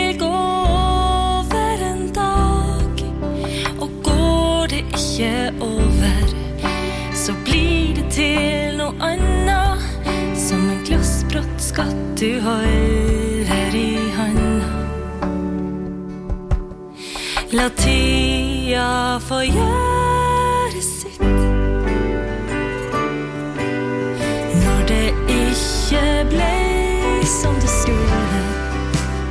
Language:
Norwegian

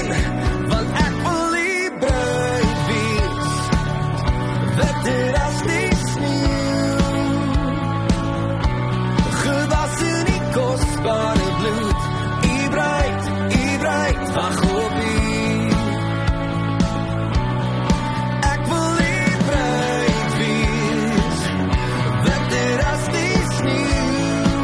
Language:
Afrikaans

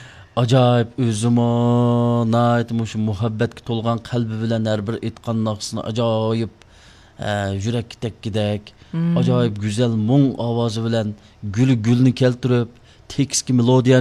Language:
Uyghur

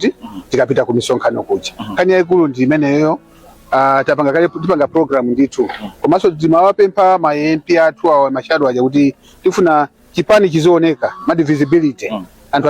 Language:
Nyanja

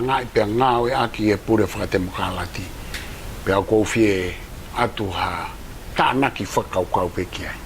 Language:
Tongan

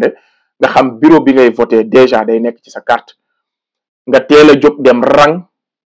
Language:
Wolof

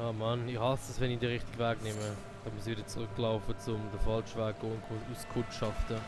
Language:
Swiss German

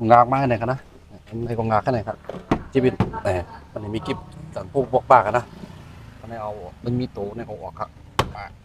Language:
Shan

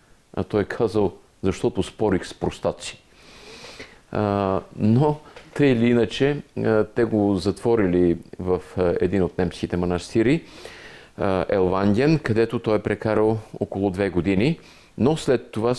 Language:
Bulgarian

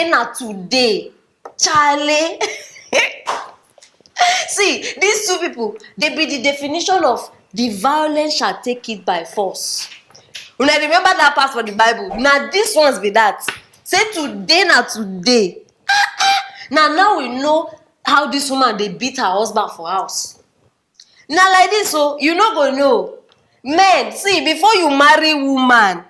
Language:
Nigerian Pidgin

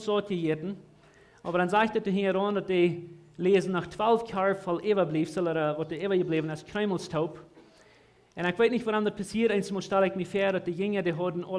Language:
Plautdietsch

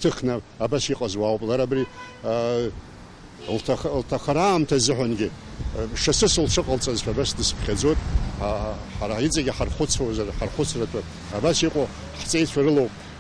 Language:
Abkhazian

